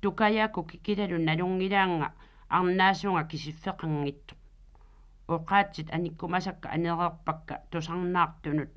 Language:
Kalaallisut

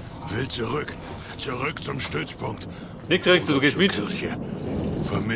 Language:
Bavarian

